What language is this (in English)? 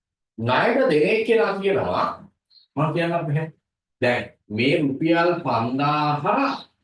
Sinhala